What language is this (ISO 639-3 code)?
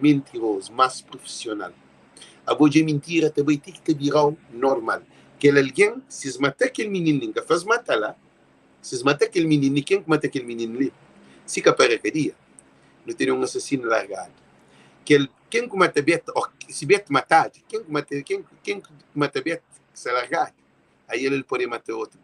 kea